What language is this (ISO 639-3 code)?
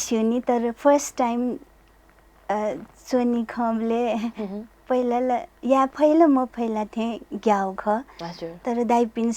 new